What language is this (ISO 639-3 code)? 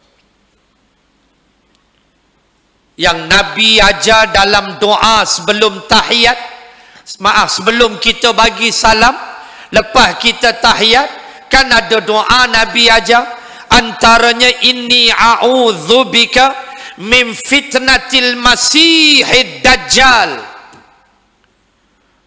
msa